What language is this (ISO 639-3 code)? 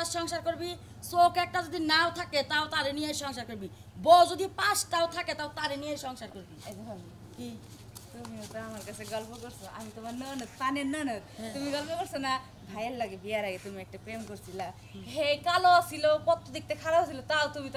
ben